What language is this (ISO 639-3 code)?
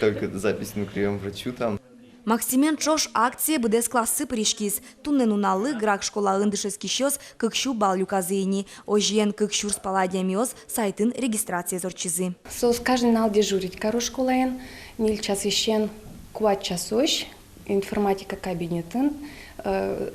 udm